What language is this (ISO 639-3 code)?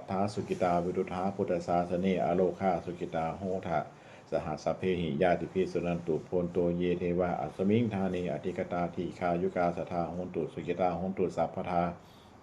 pli